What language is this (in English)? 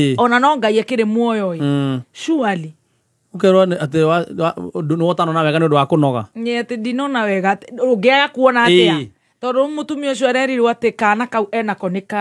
Kikuyu